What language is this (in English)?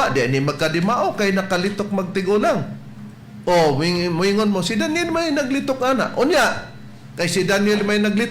Cebuano